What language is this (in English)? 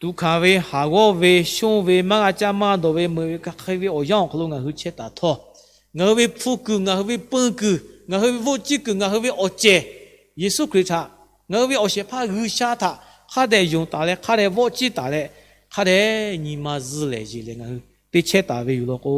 Lahu